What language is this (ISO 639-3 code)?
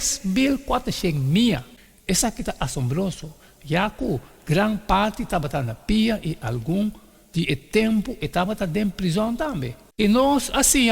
pap